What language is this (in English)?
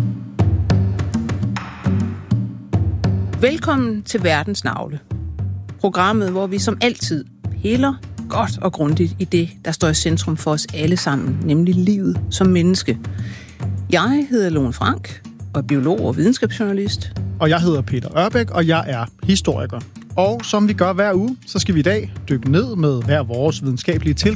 Danish